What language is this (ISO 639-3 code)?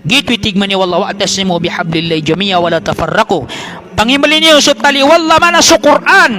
mrw